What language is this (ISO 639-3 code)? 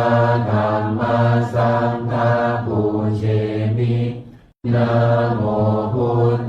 pli